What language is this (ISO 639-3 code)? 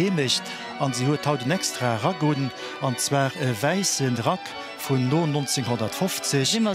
ltz